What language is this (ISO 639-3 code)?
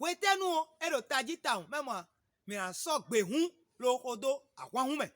fon